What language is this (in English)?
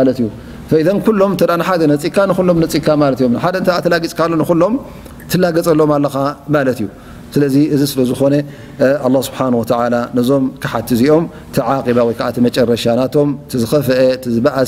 Tigrinya